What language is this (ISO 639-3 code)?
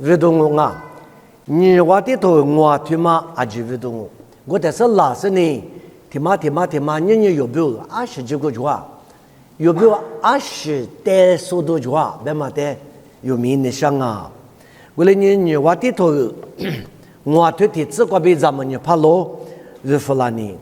lis